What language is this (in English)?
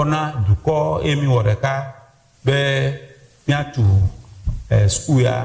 Ewe